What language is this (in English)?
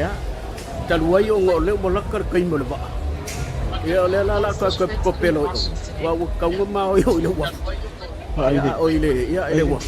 Samoan